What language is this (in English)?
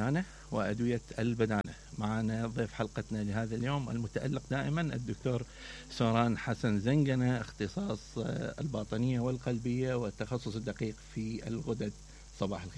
Mesopotamian Arabic